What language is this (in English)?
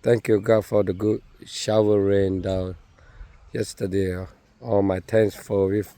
Lahu